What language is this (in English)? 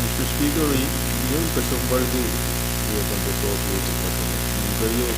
Pohnpeian